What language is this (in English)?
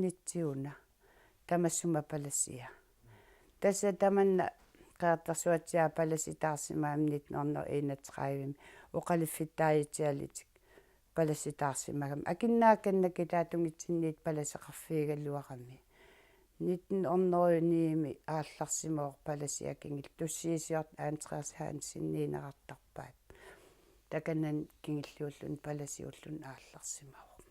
Kalaallisut